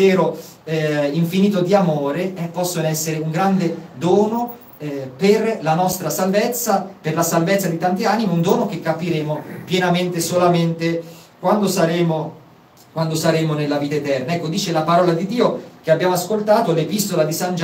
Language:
Italian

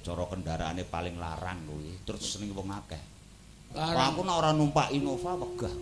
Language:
Javanese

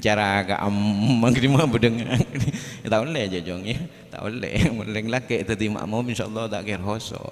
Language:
Madurese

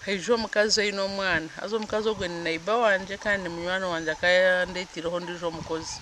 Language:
Nyankole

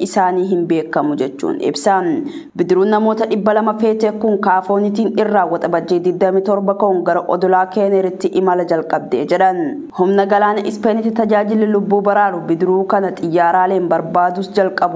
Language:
Oromo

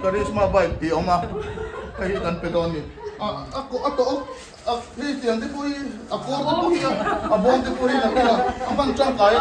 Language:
Mizo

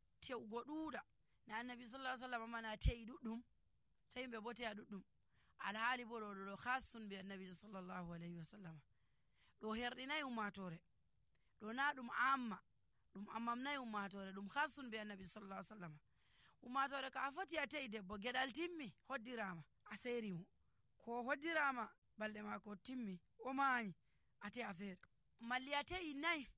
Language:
Nigerian Fulfulde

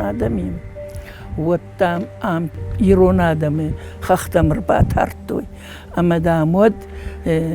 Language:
Ossetic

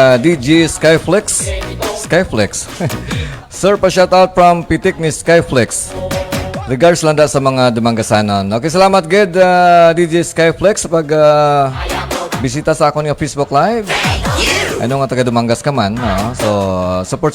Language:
Hiligaynon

